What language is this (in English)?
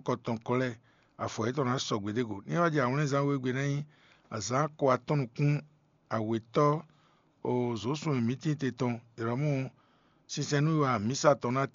Fon